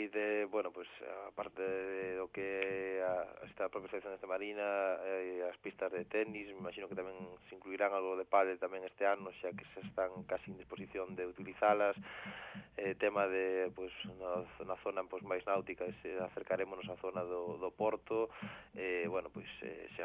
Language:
Galician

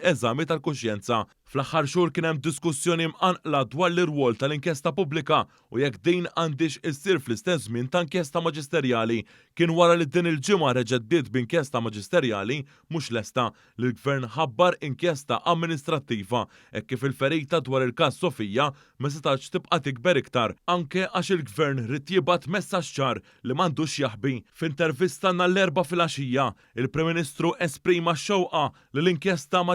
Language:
Maltese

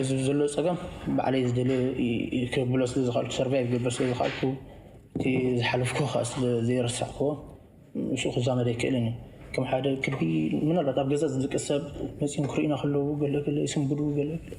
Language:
Tigrinya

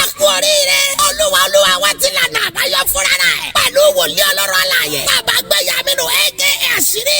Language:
Yoruba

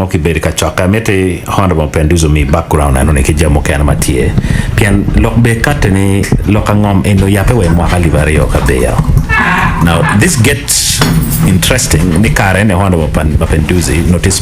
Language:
Acoli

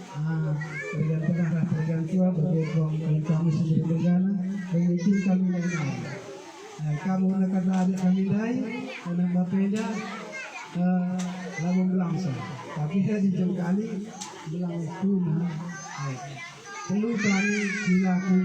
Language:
Batak Karo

